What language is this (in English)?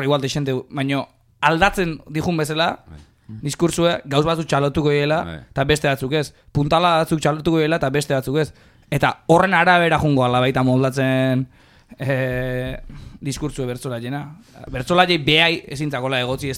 Basque